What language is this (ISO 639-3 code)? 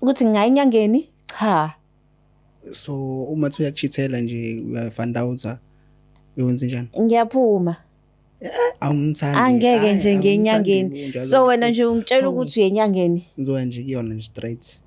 zul